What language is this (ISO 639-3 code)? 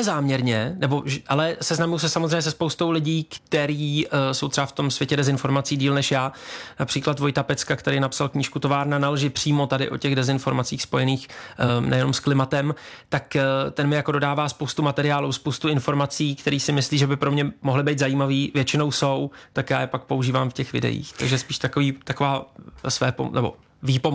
ces